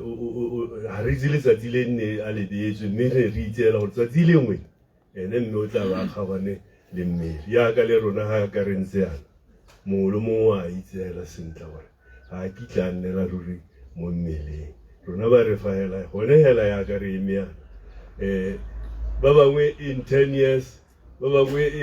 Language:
Tswana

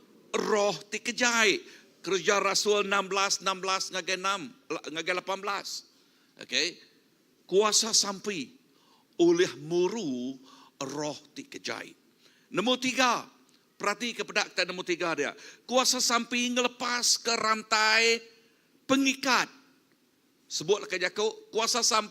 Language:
Iban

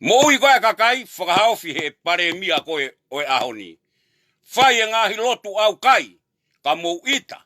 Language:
Tongan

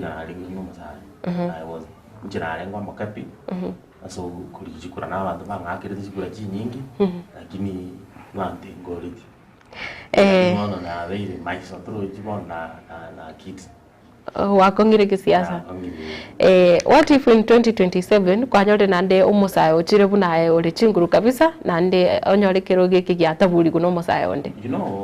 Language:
Gusii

